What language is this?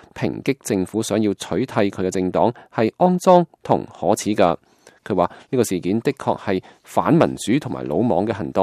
Cantonese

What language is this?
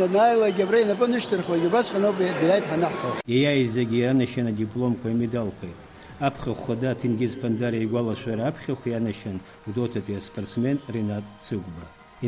Abkhazian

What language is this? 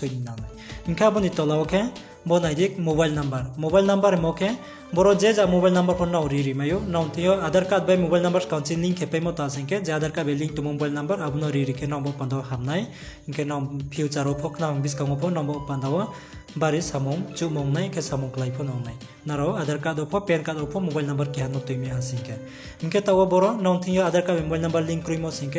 Riang (India)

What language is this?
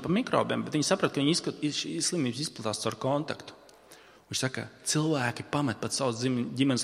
Latvian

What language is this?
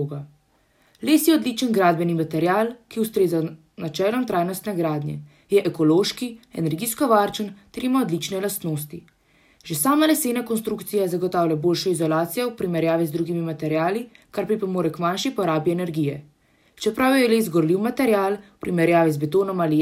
Slovenian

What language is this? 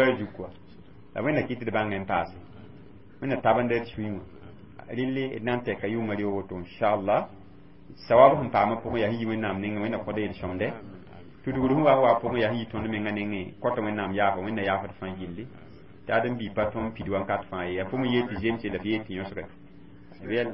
Mossi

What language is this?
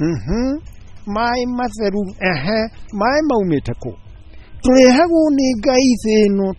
Kikuyu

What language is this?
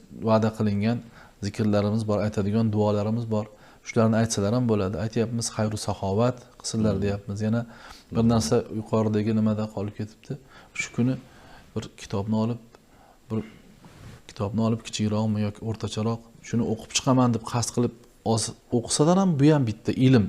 Uzbek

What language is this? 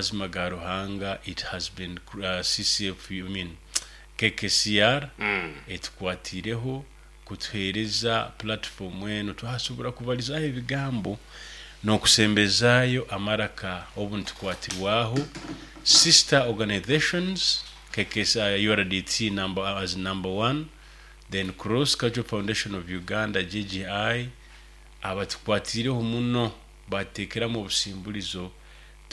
Nyoro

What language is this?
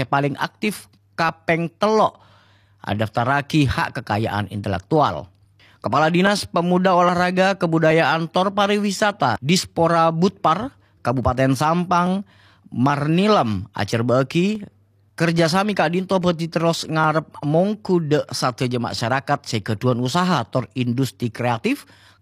Madurese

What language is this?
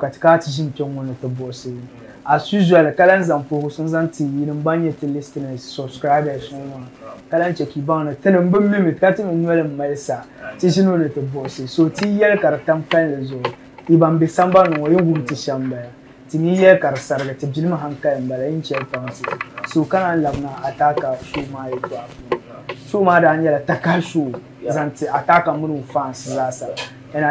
Dagbani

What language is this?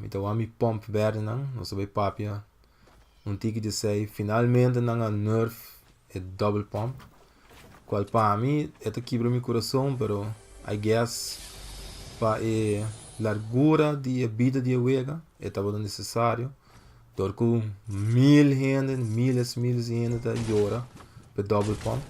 Papiamento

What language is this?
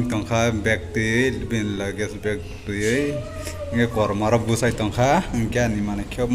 Kok Borok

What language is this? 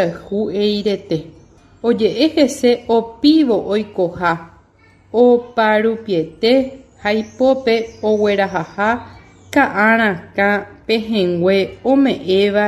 Guarani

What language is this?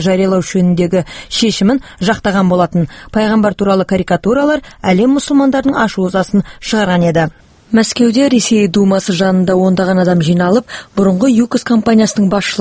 Kazakh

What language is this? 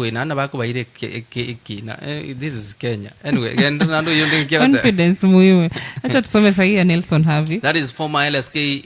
Gusii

